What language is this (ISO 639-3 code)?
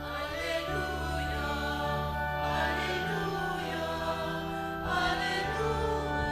pam